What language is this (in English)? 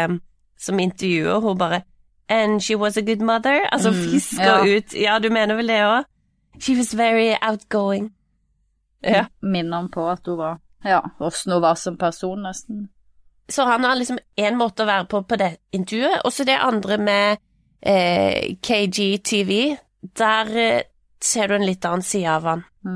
Norwegian